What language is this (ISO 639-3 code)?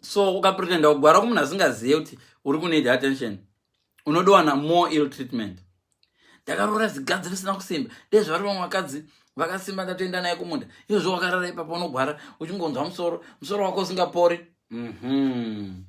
sna